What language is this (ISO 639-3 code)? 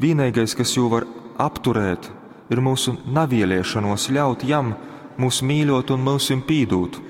ltg